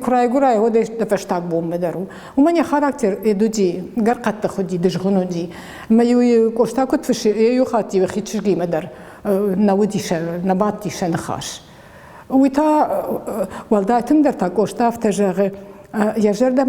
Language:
Ossetic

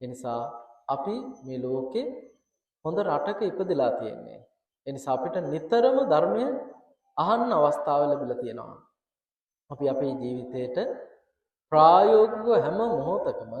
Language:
Sinhala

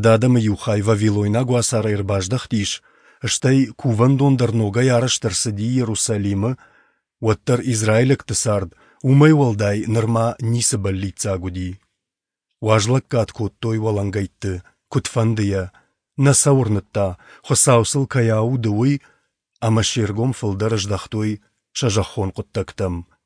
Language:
Ossetic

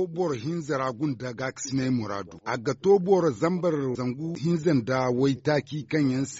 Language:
Zarma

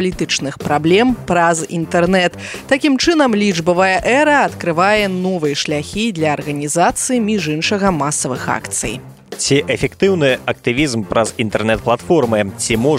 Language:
Belarusian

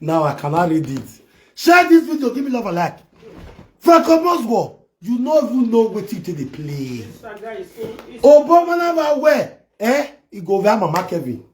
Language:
Nigerian Pidgin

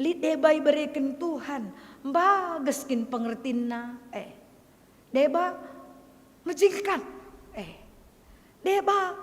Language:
Batak Karo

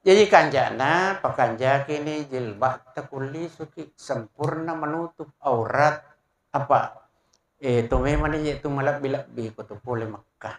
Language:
Buginese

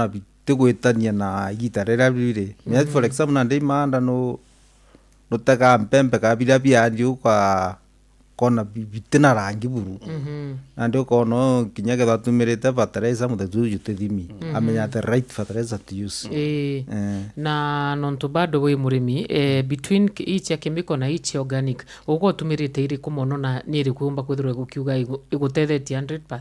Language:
Meru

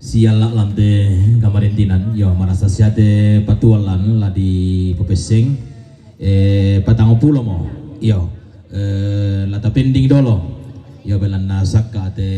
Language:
Toraja-Sa'dan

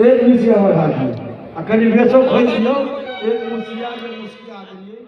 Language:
Maithili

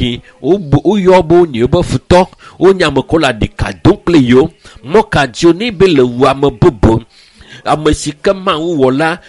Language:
Ewe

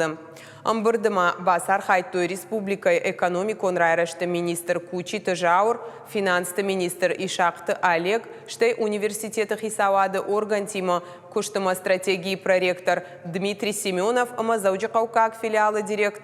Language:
Ossetic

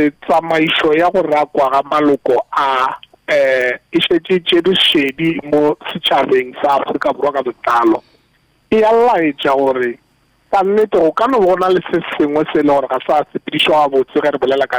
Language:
Northern Sotho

